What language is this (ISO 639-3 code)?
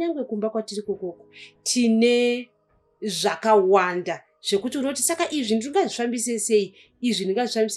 sna